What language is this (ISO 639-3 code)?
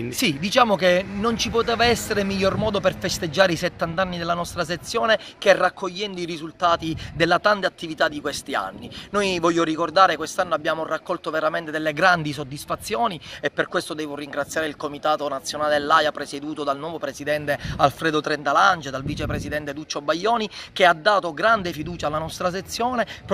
ita